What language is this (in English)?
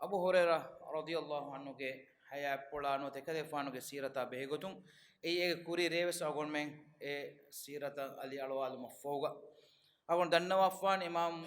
Divehi